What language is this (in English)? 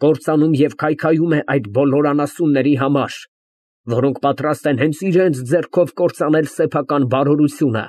Armenian